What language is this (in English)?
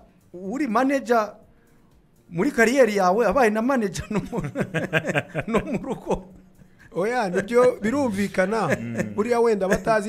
Kinyarwanda